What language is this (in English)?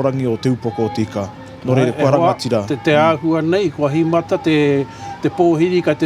Māori